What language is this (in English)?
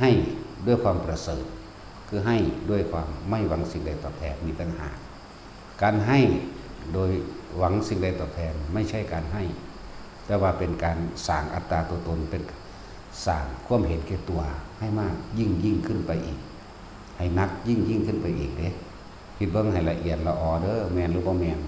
Northeastern Thai